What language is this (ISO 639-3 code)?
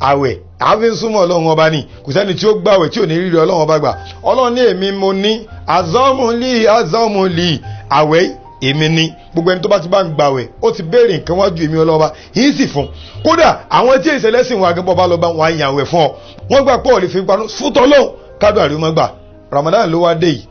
yor